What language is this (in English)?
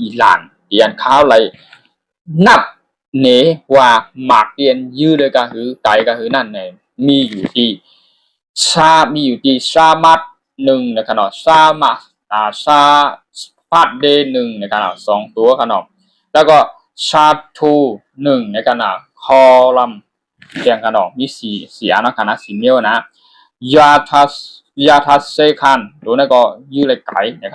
Shan